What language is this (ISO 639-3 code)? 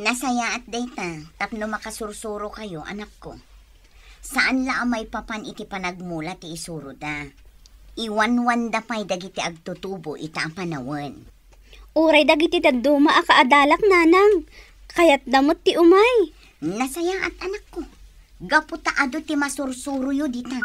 ilo